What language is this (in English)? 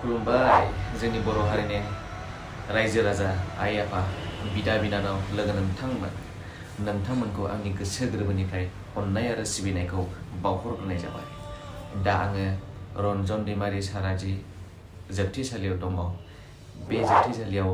Bodo